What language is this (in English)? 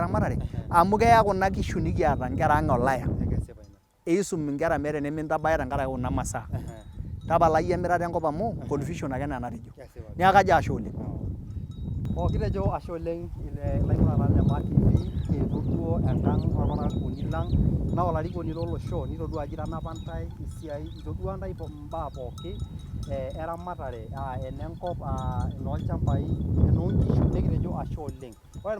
Masai